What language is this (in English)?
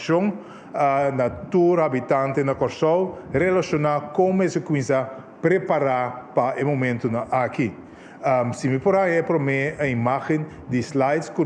Papiamento